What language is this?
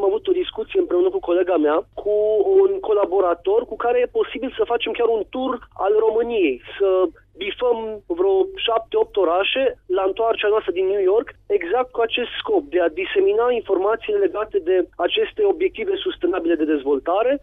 Romanian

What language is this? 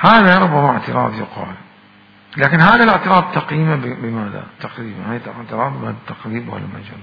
Mesopotamian Arabic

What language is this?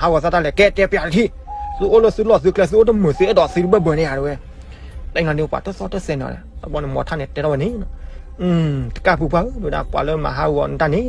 S'gaw Karen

